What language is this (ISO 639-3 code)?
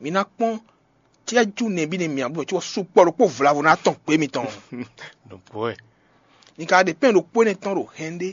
fon